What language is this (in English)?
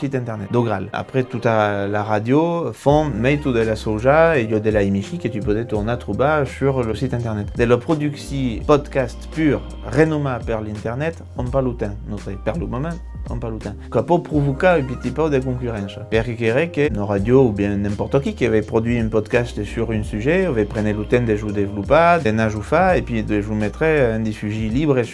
Occitan